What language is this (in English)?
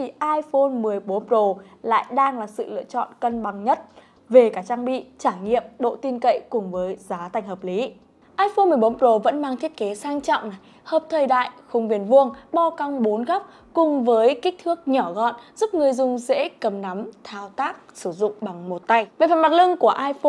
Vietnamese